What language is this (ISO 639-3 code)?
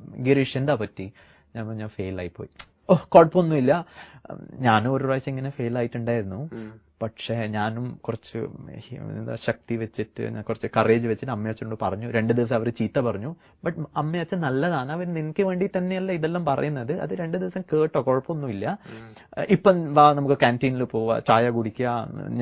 mal